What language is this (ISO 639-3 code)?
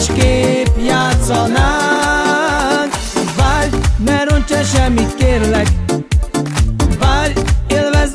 hun